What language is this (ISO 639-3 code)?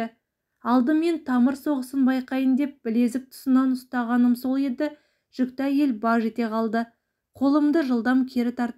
kaz